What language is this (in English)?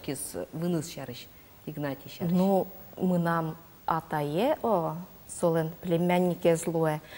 Udmurt